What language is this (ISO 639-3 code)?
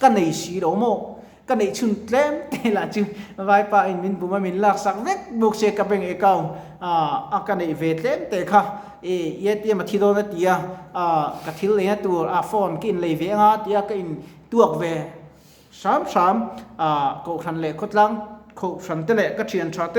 lus